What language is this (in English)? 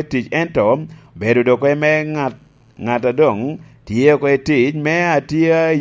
Lango (Uganda)